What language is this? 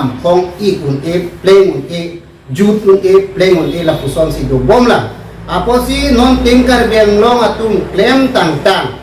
Karbi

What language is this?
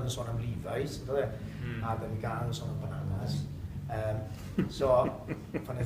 Welsh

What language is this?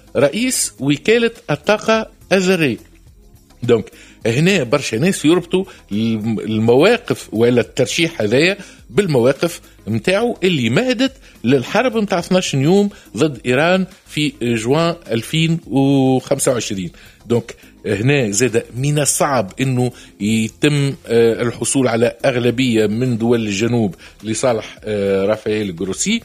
Tunisian Arabic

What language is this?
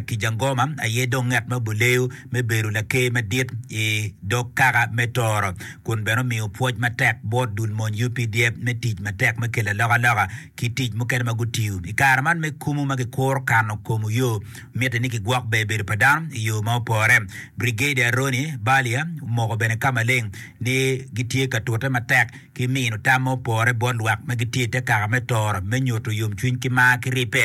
Acoli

